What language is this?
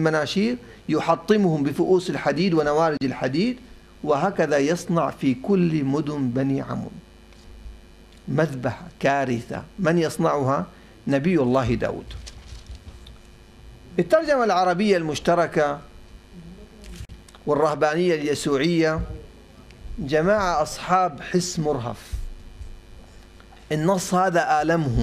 Arabic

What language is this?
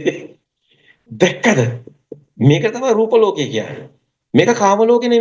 Sinhala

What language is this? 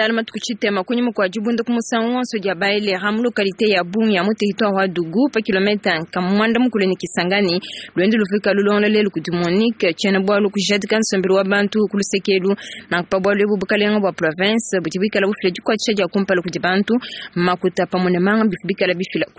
Luba-Lulua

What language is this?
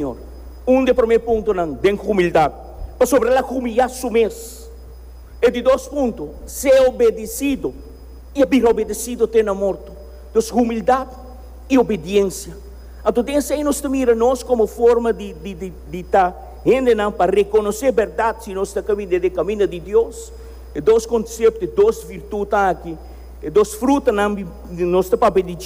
Papiamento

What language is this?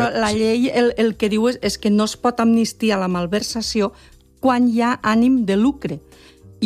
Catalan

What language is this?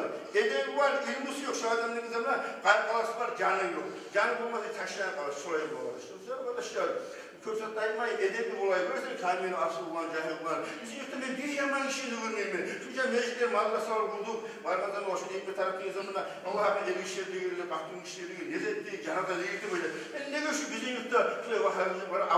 Kumyk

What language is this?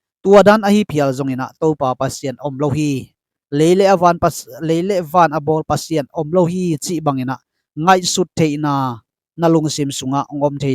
Tedim Chin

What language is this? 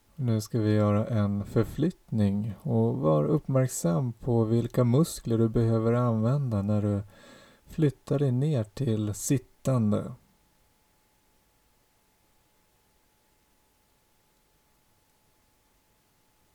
Swedish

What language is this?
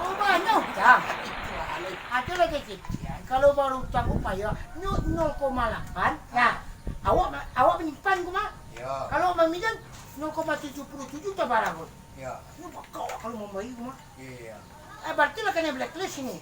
Minangkabau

